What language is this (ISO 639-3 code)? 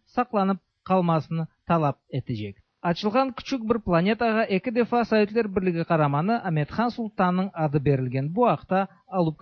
tat